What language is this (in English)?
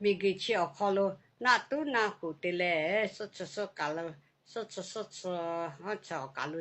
Lahu